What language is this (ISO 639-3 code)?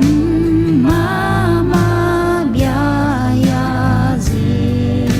ahk